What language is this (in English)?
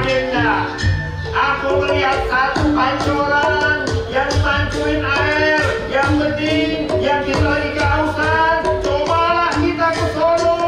Betawi